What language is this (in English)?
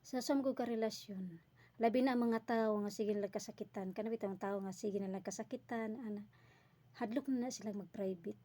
Cebuano